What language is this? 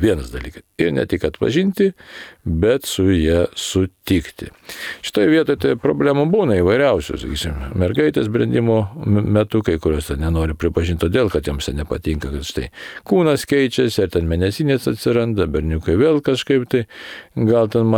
Lithuanian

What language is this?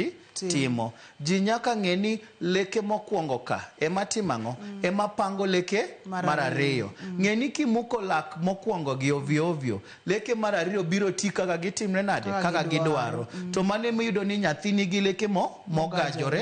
Luo (Kenya and Tanzania)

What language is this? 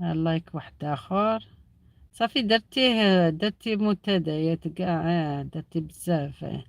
Algerian Arabic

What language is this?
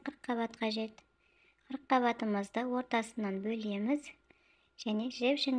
Kazakh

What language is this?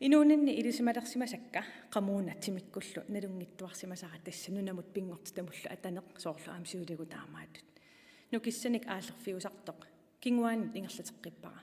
Kalaallisut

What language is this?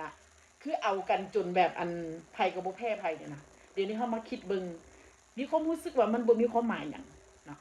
Northeastern Thai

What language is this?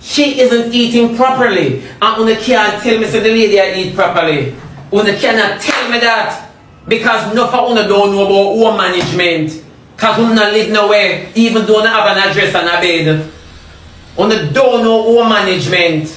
Jamaican Creole English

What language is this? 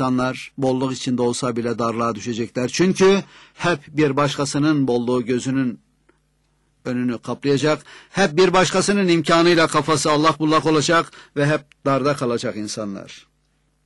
Turkish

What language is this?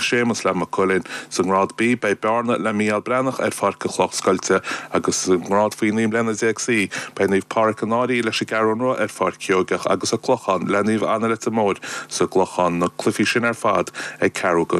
Irish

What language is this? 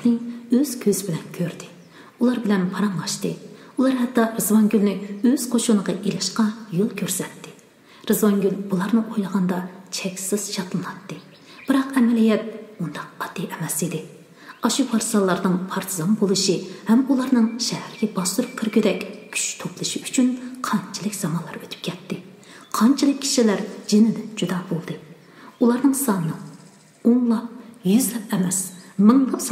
Uyghur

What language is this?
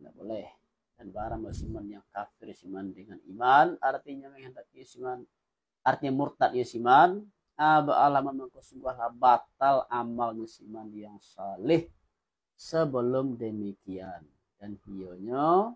Minangkabau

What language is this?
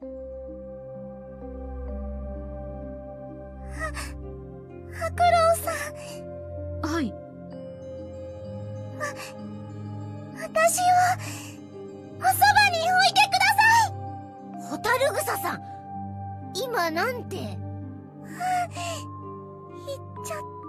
Japanese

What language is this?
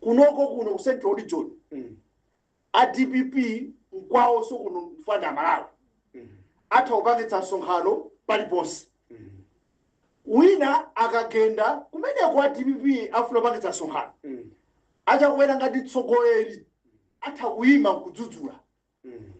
Nyanja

